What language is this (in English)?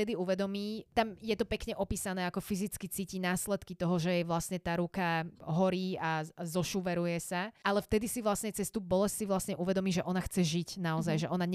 Slovak